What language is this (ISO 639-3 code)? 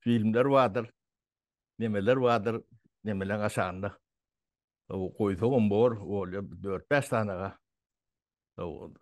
tuk